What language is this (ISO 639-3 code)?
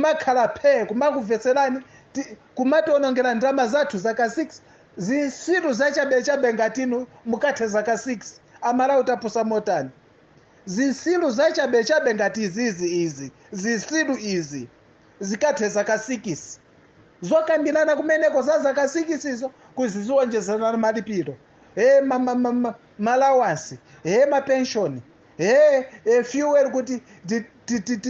nya